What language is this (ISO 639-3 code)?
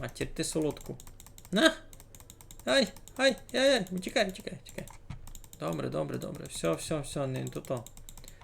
rue